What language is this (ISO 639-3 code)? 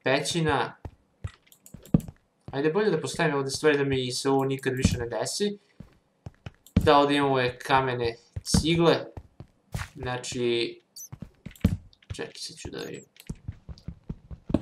srp